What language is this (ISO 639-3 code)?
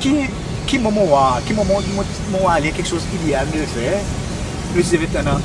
crs